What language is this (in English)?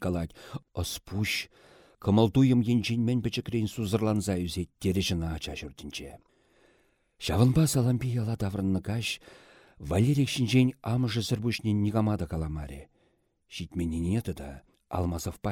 Chuvash